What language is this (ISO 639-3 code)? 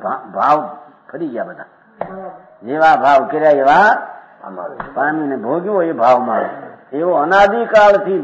guj